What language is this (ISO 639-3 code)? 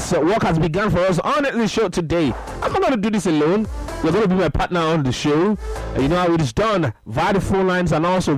eng